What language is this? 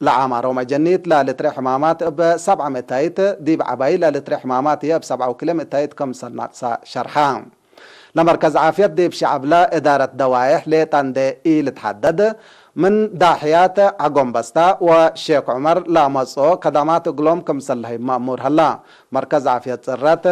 Tigre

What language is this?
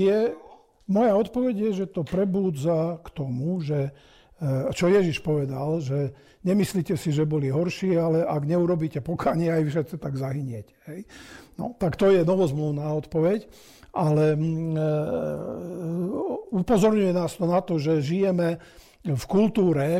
Slovak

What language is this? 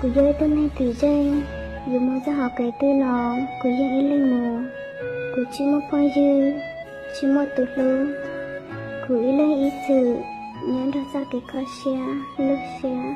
Hmong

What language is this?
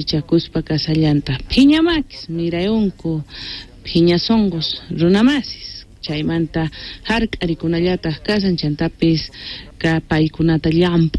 Quechua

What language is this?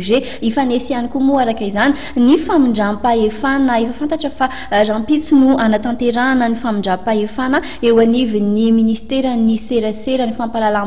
Malagasy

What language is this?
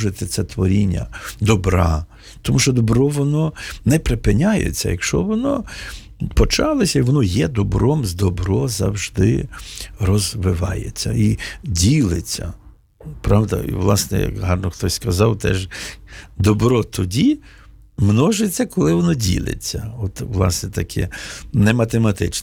Ukrainian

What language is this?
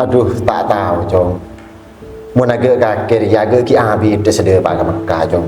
Madurese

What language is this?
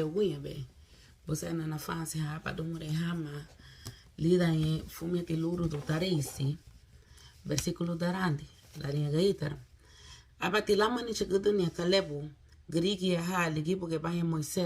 Garifuna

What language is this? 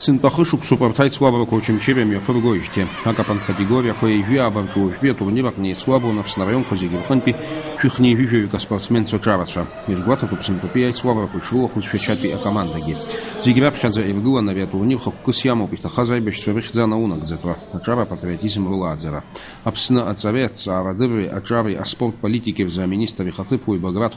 Abkhazian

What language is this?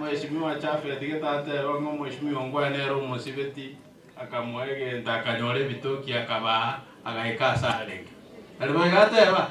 Gusii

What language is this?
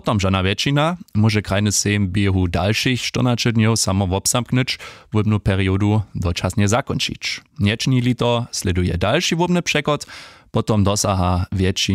Upper Sorbian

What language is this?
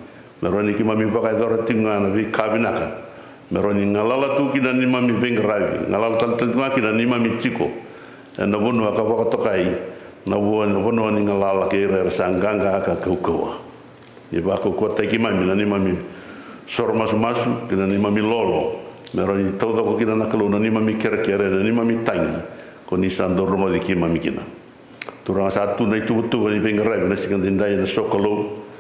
Fijian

